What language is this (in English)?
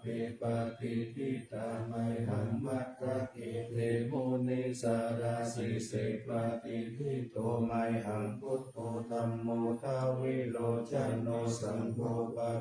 Pali